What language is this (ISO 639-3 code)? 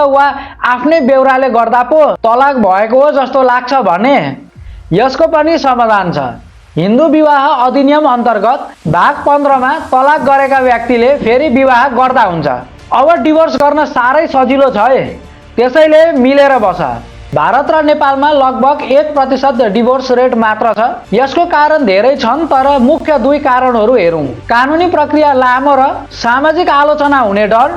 nep